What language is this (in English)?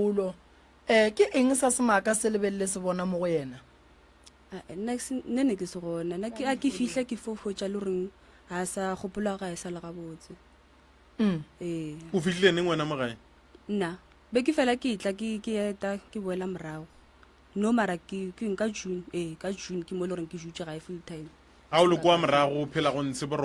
Northern Sotho